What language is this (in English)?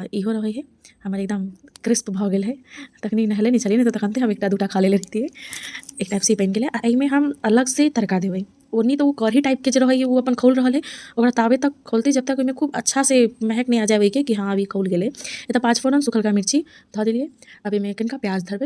Maithili